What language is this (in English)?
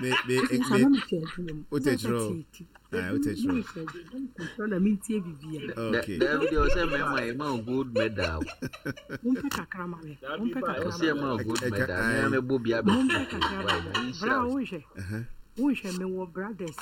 Akan